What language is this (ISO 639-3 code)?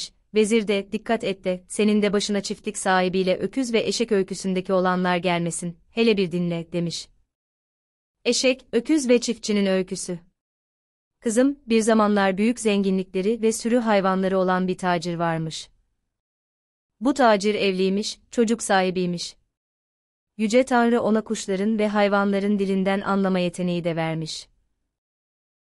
tur